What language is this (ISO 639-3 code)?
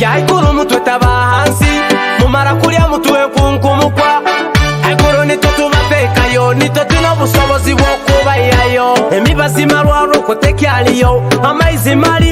nyo